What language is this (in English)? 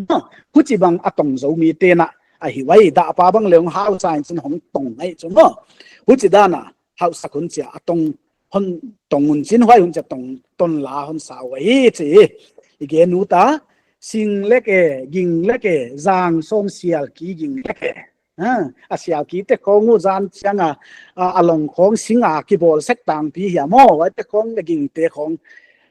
Paite Chin